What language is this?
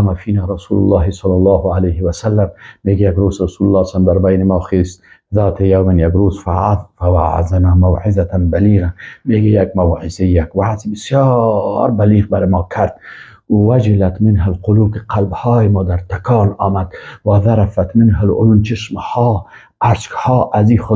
Persian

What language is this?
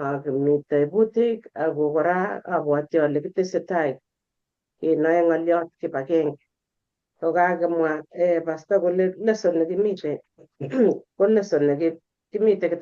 Kalenjin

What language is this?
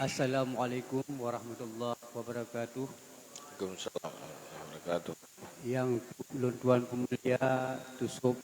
Achinese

